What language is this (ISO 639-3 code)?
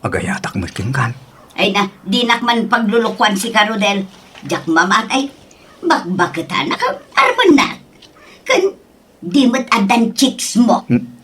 ilo